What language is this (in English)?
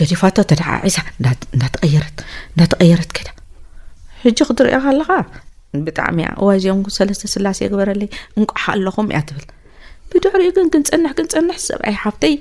Tigrinya